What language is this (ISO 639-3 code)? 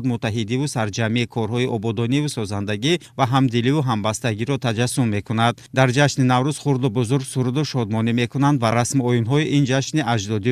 tgk